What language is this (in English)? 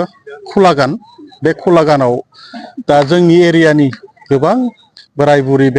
Bodo